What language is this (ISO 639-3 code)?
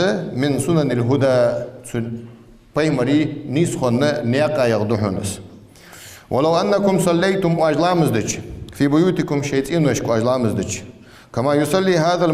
inh